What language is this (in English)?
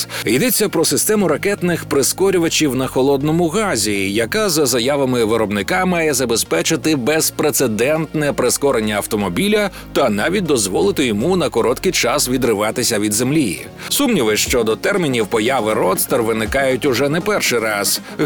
Ukrainian